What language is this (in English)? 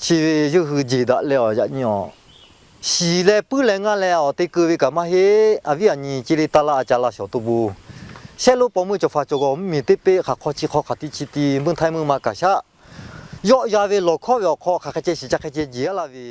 Lahu